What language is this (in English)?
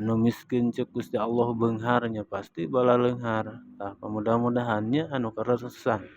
Sundanese